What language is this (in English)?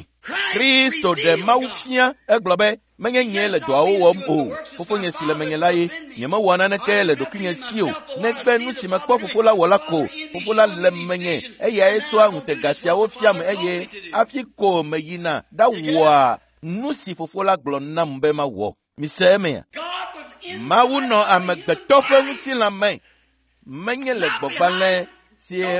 Ewe